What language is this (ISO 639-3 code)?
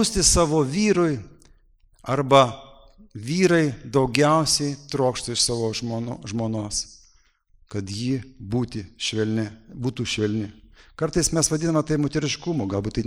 lit